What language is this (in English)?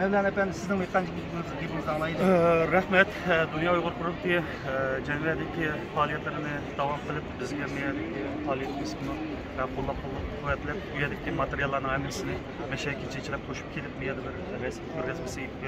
Uyghur